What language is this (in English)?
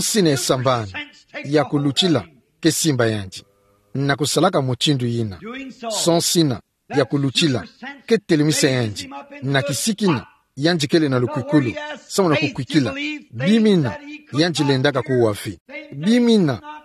Kituba (Democratic Republic of Congo)